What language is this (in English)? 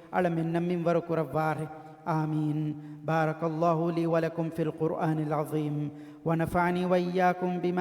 Divehi